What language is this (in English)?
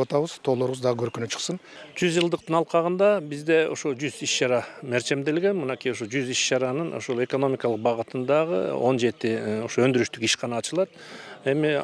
Kyrgyz